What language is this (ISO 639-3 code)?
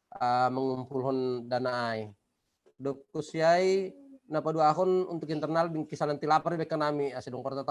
bts